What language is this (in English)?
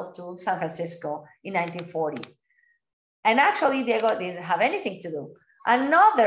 English